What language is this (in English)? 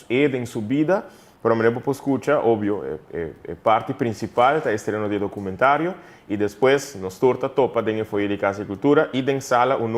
Papiamento